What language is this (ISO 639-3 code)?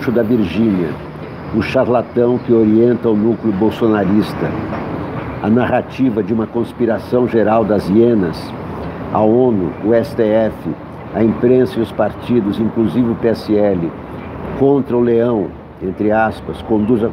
por